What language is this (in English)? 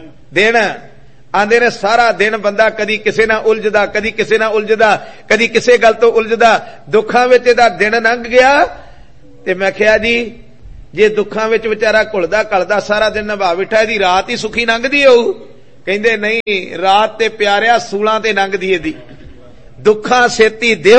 Punjabi